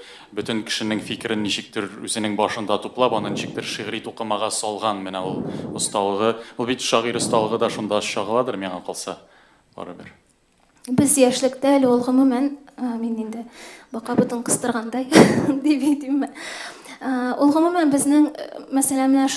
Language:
Tatar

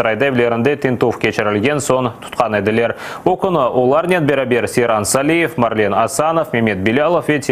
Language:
Crimean Tatar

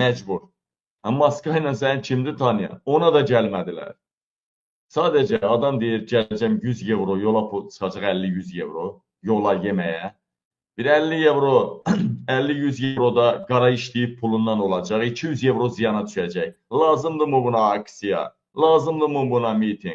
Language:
Azerbaijani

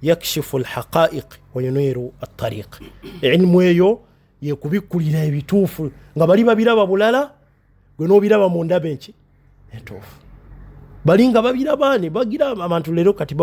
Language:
Ganda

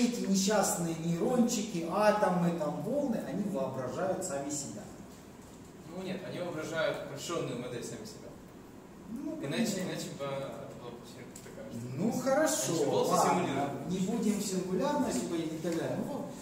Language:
Russian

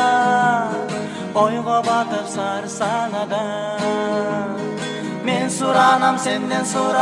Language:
Kyrgyz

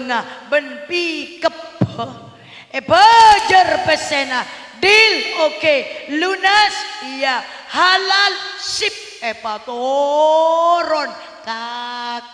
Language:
Madurese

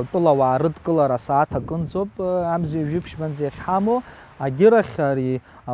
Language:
Abkhazian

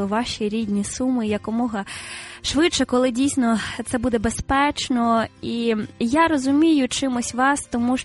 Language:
Ukrainian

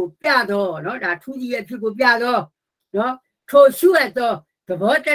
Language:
Burmese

